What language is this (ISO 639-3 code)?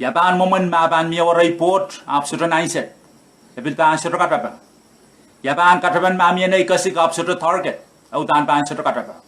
pon